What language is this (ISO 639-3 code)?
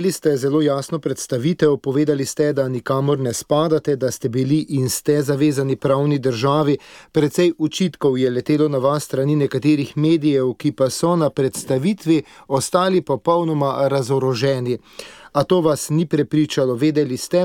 slv